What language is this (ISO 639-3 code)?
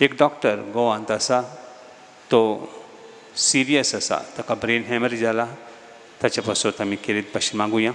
kok